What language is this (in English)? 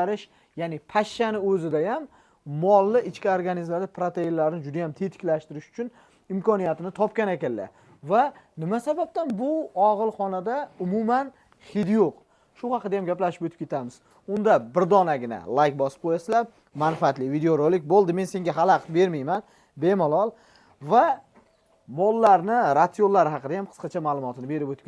Uzbek